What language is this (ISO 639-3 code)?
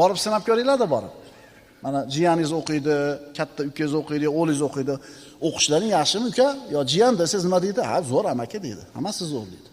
uzb